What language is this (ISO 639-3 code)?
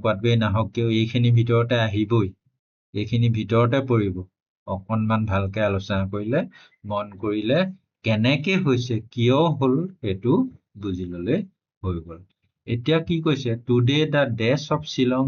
asm